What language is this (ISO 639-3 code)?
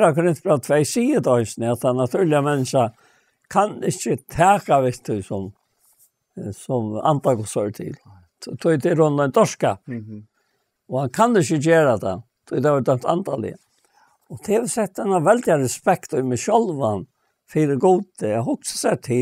fao